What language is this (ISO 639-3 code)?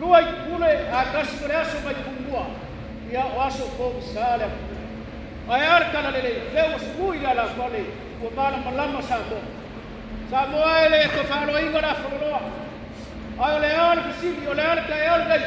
smo